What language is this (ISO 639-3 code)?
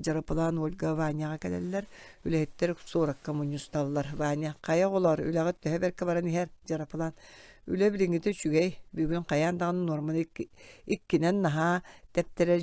sah